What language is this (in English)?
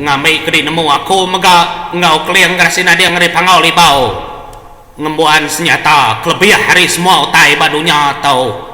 Iban